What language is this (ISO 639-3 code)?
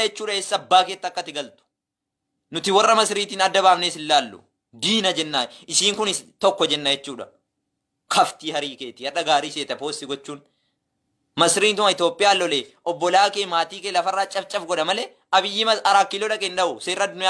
orm